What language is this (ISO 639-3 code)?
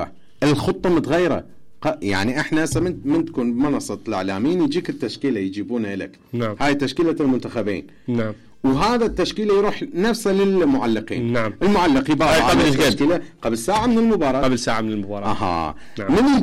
acm